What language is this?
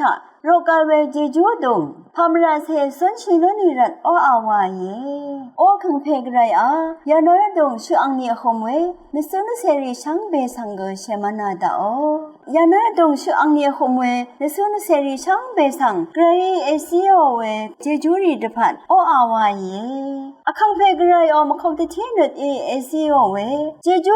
Rawang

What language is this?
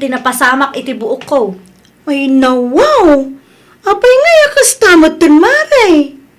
Iloko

